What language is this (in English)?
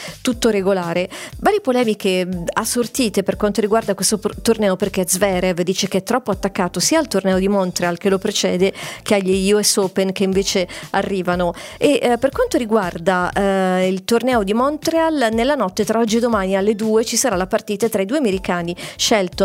Italian